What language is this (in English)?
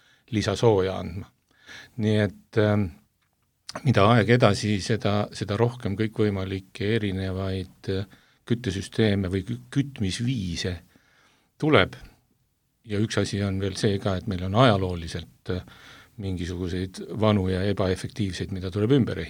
Estonian